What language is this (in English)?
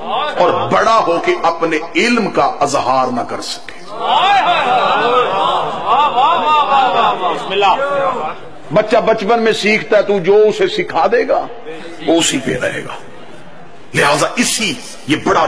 Urdu